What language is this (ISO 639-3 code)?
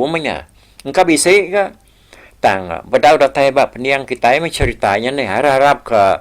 iba